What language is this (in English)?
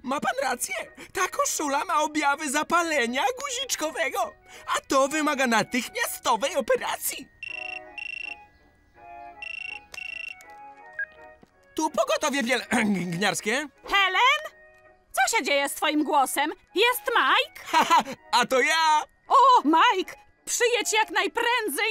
Polish